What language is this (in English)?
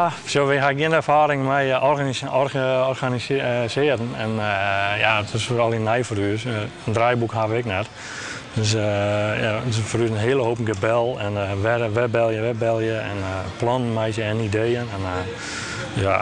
Western Frisian